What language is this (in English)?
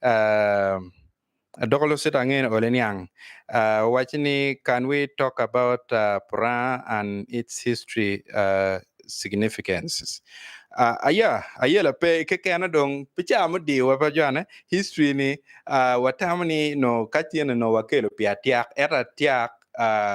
Acoli